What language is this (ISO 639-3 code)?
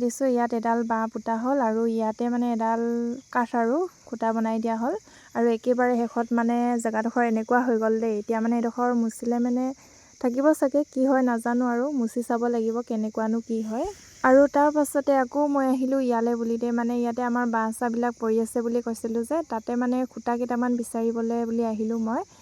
asm